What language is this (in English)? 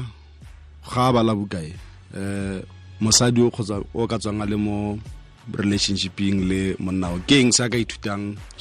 Tswana